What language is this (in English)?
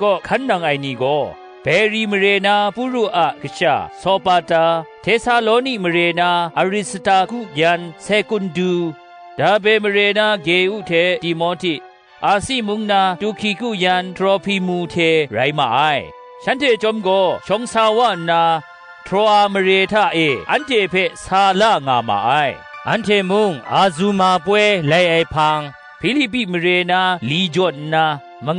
Kachin